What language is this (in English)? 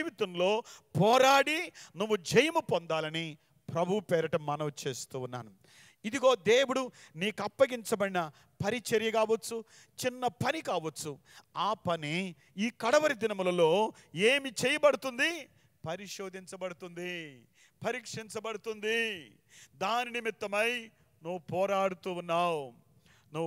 Telugu